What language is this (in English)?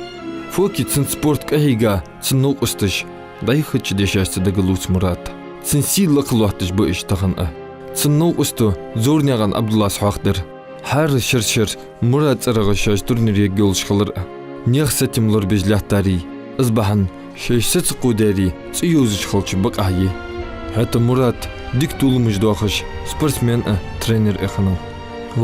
Ingush